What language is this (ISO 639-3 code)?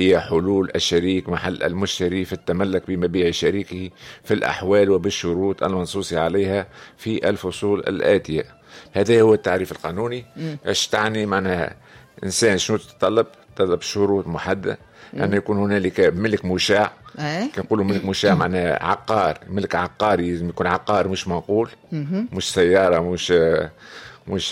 aeb